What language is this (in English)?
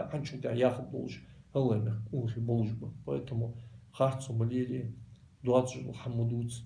Ingush